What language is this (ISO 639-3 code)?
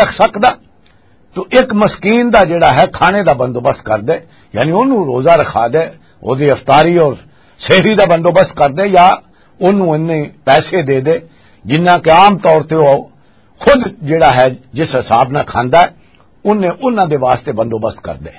lah